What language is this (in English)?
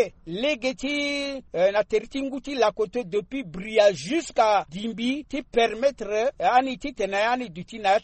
Sango